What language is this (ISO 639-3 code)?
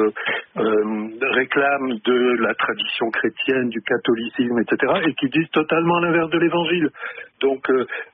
fra